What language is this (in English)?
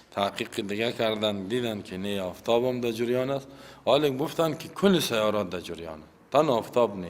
Persian